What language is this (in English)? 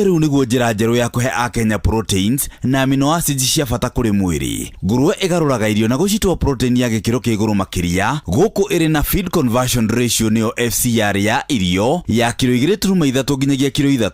Kikuyu